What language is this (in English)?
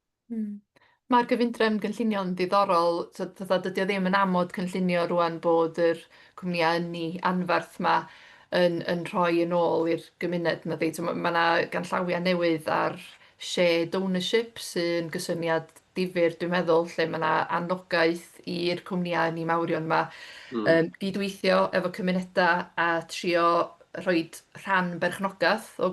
Welsh